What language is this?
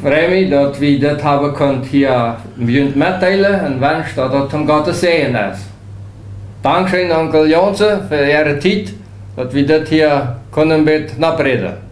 Plautdietsch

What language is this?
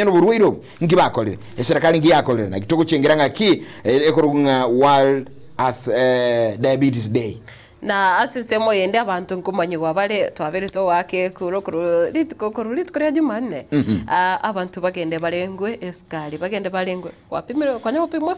Gusii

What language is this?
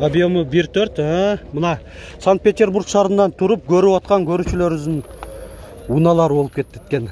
Kyrgyz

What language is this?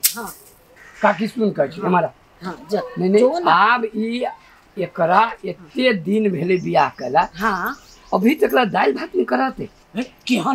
Maithili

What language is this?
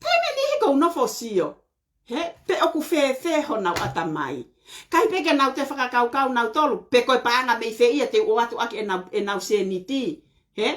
Tongan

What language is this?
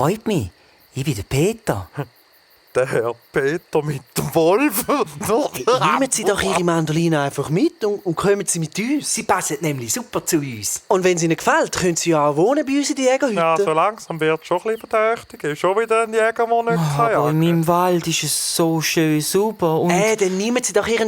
Swiss German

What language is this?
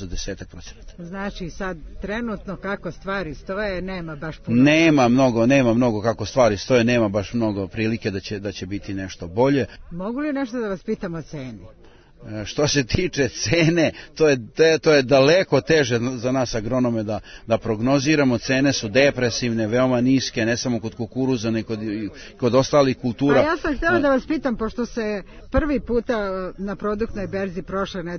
Serbian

